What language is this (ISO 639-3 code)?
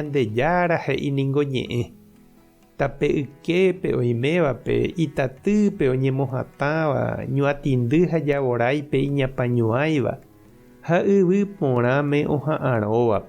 grn